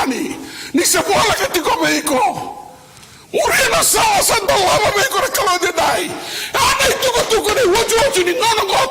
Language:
Fijian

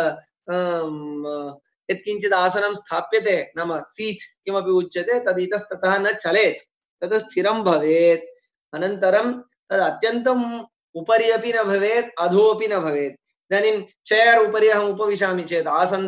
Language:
Sanskrit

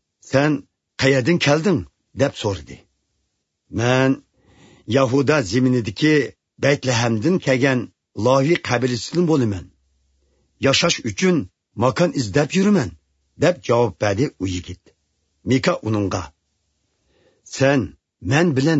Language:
Uyghur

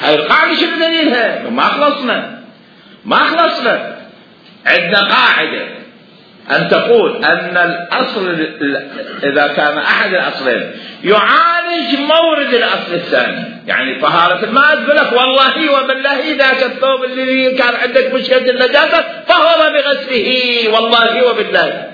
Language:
Mesopotamian Arabic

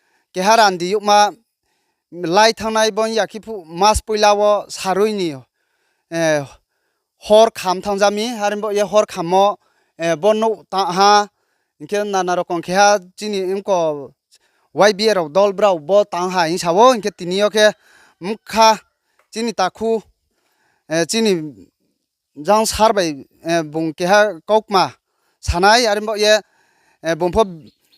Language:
Riang (India)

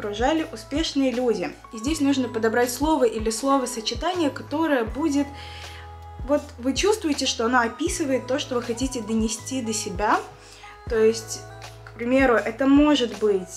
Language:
Russian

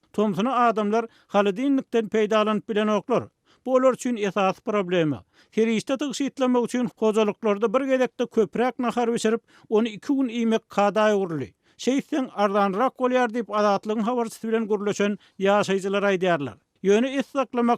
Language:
Turkmen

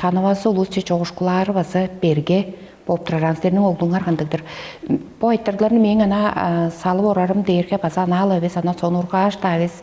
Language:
Tuvinian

